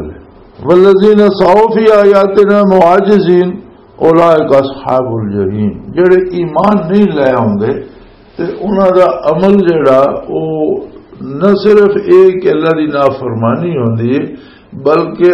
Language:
Western Panjabi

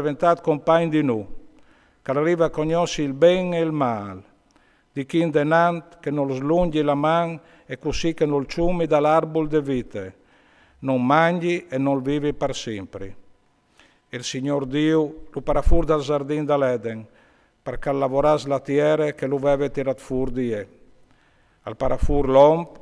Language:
Friulian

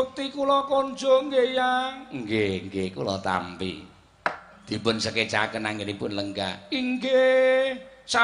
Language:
Javanese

